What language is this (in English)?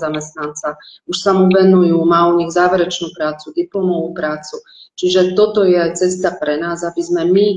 Slovak